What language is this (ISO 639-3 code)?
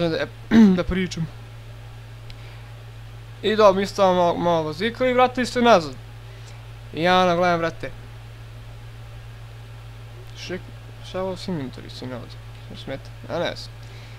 srp